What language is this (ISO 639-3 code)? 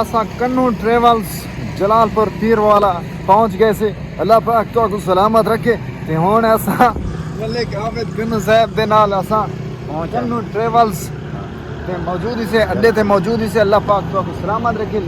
skr